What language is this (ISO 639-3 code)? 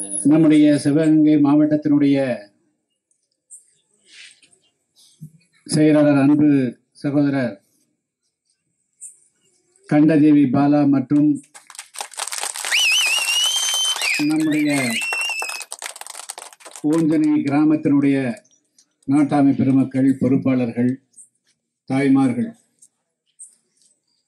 tam